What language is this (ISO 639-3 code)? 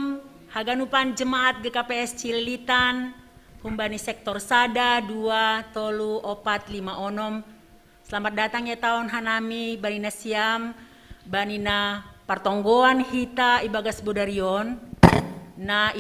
bts